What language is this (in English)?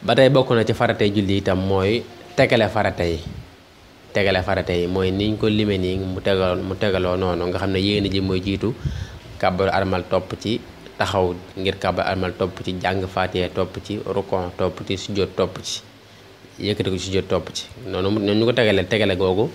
Wolof